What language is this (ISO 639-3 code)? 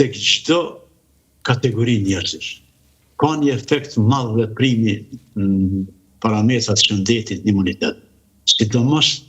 sqi